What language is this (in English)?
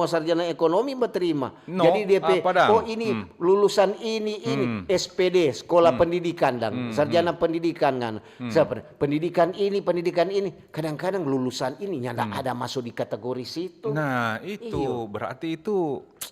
Manado Malay